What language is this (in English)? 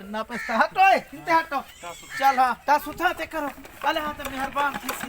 Saraiki